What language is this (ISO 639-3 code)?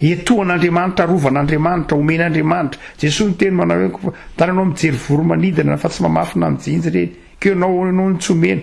mlg